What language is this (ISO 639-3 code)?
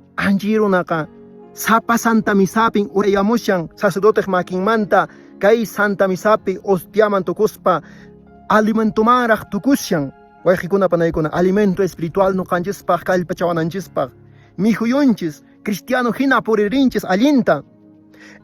que